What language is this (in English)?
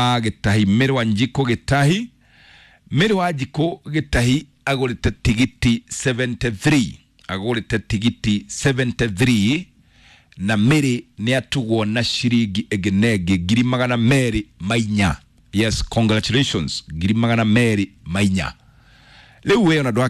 Kikuyu